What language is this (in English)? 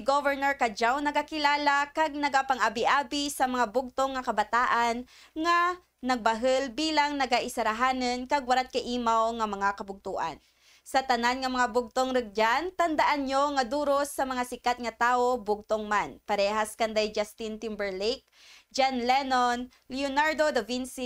Kinaray-a